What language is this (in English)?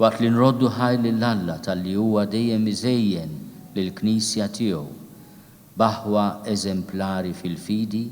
Maltese